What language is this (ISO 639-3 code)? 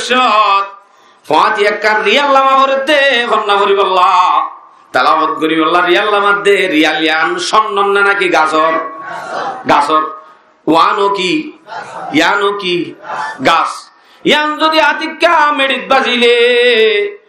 rhg